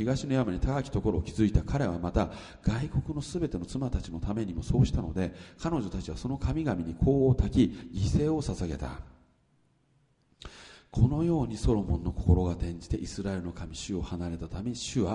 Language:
Japanese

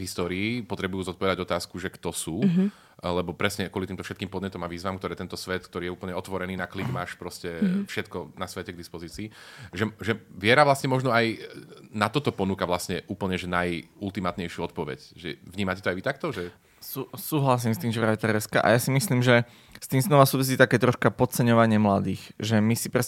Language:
Slovak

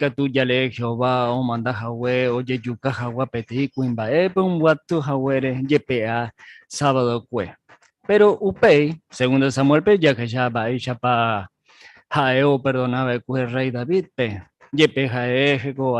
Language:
Guarani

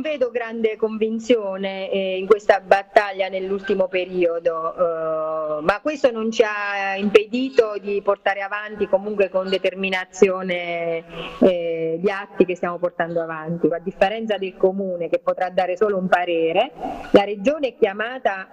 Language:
Italian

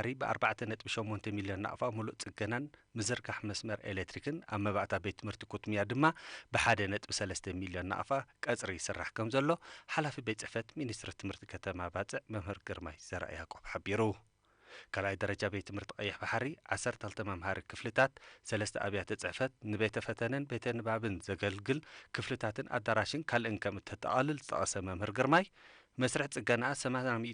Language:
Tigrinya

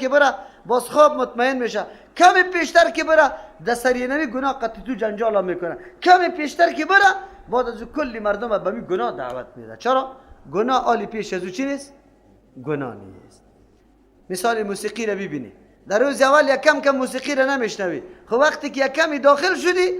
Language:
Persian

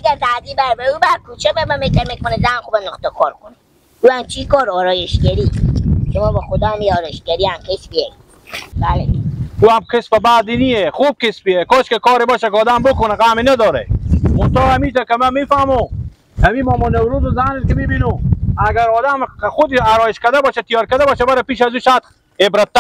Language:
Persian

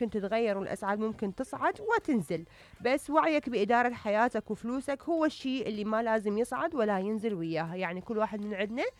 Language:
Mesopotamian Arabic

